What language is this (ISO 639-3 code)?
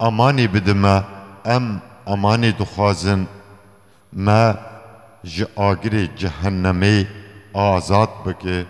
kur